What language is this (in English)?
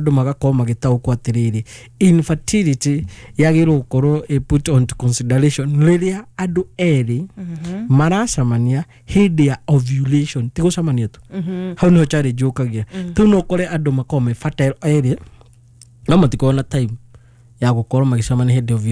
Kikuyu